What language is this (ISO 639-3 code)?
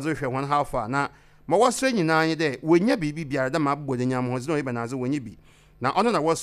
aka